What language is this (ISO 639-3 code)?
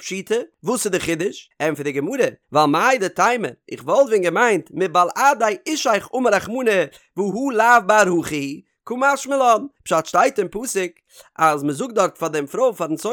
yid